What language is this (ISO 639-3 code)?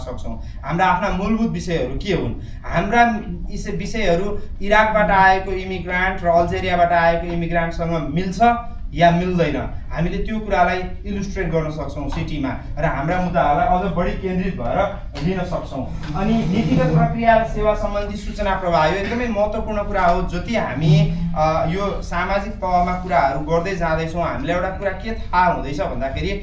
nep